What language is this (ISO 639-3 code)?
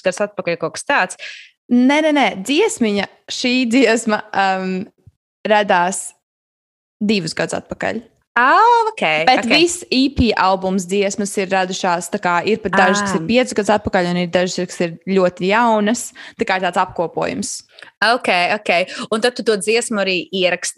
lav